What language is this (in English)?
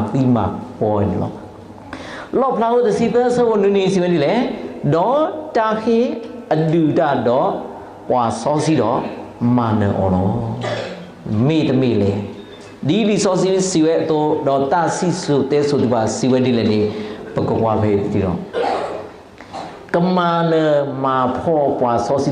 S'gaw Karen